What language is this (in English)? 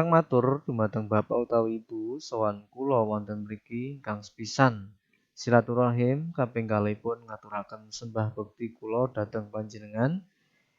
Javanese